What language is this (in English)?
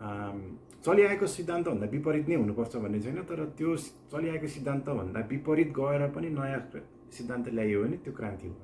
Nepali